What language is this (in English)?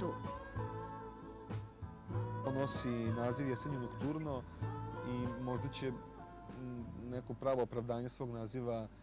Serbian